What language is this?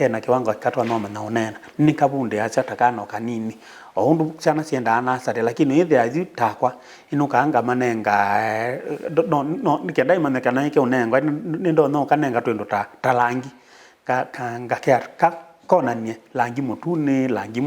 Kamba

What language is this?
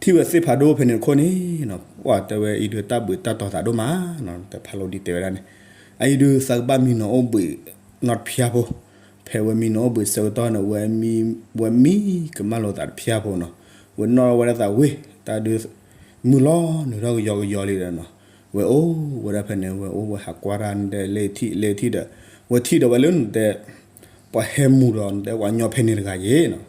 S'gaw Karen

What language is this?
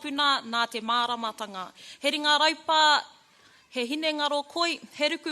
Māori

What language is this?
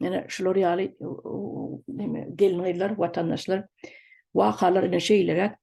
Turkmen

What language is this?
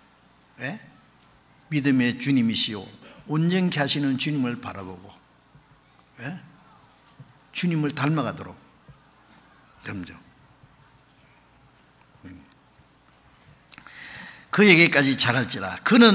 Korean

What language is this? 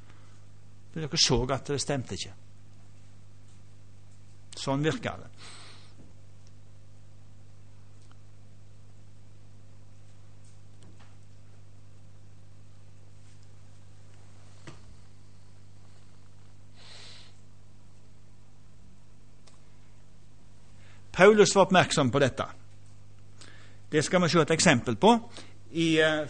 Norwegian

